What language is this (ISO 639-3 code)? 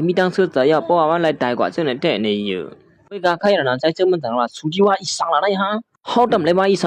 shn